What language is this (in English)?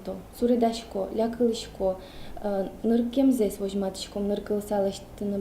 Udmurt